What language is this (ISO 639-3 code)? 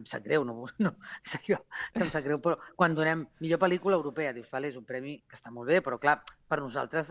cat